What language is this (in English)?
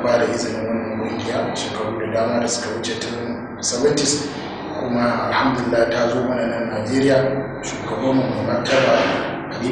Hausa